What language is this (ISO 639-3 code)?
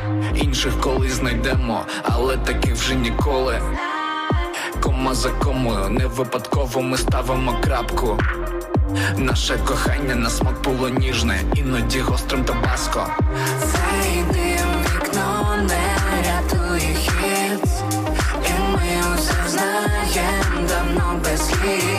ukr